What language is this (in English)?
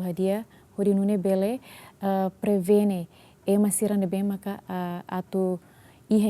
Tetum